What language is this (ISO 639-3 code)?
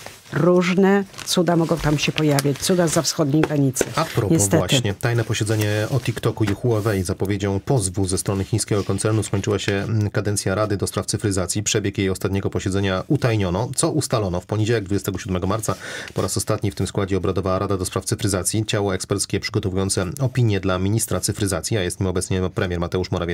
pol